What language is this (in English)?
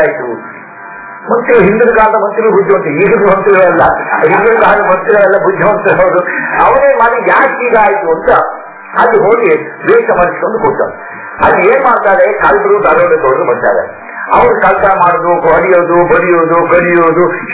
Kannada